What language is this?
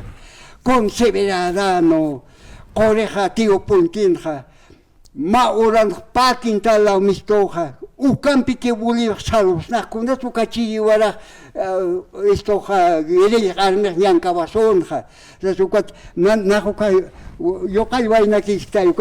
Aymara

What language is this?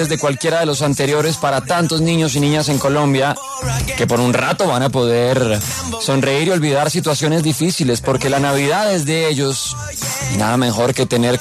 Spanish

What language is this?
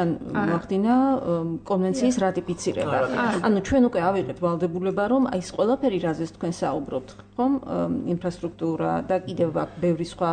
Georgian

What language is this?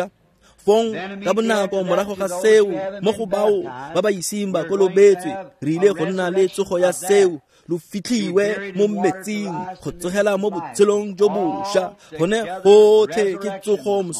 Tswana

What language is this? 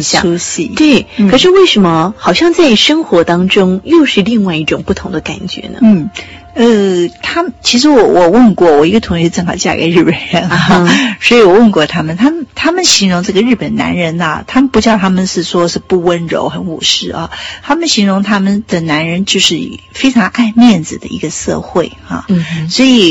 Chinese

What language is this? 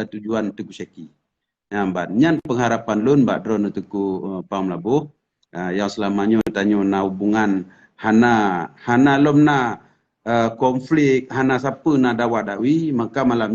Achinese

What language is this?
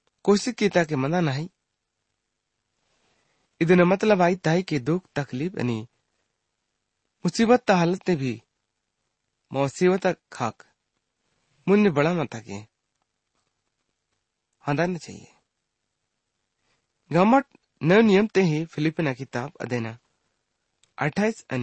Gondi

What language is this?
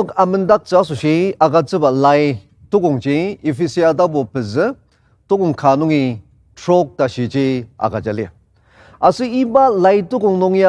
Ao Naga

